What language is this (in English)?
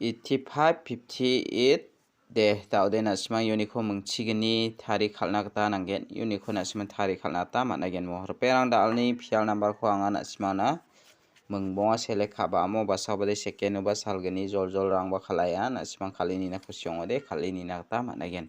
Garo